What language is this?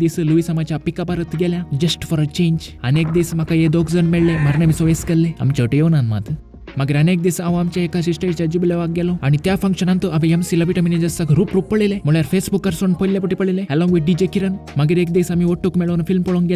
Konkani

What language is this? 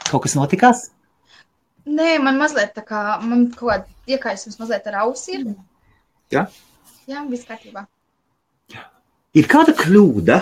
Latvian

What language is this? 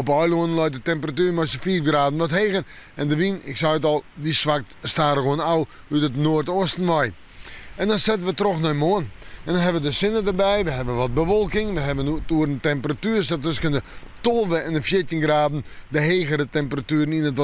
Western Frisian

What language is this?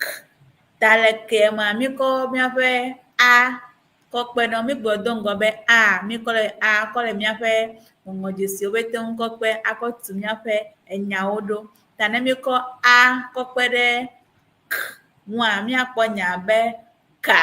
Ewe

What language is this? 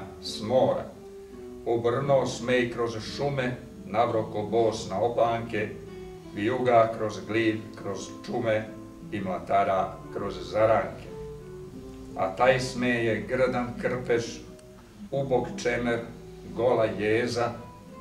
Serbian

